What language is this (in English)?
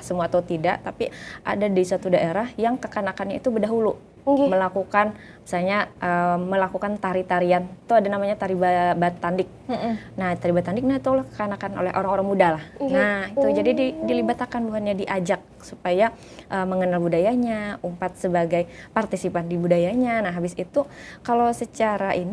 Banjar